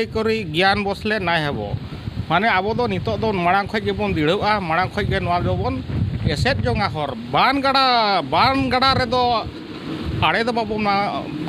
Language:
Santali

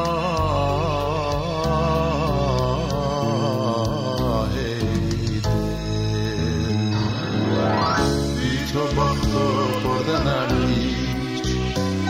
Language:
Persian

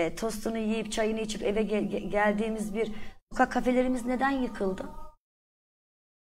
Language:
Turkish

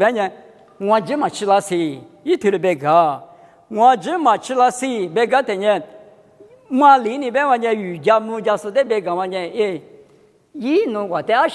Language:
Lisu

